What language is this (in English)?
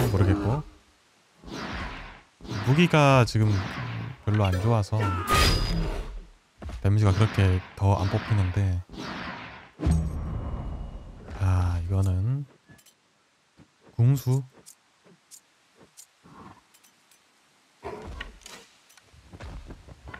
Korean